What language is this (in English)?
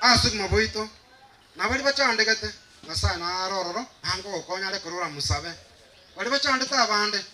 Gusii